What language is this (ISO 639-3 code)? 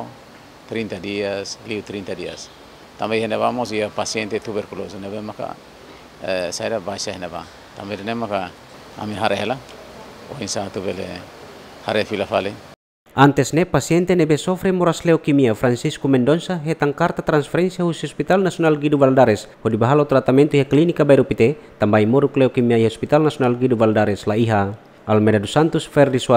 tet